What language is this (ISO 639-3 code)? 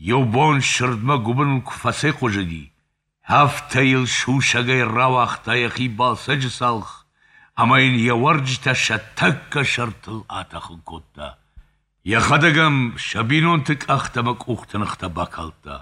oss